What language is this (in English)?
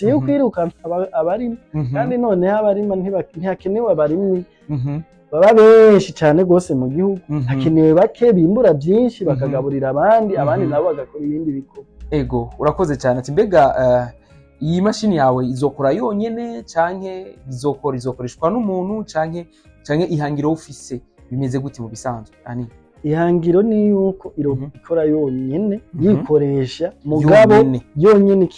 Rundi